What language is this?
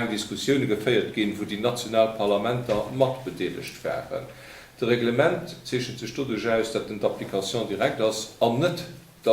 Luxembourgish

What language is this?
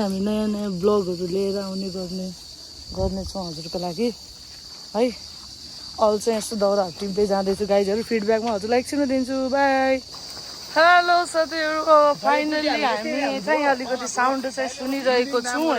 Nepali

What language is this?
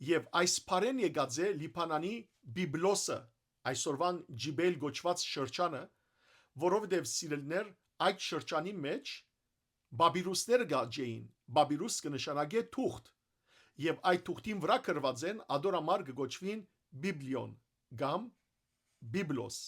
Western Armenian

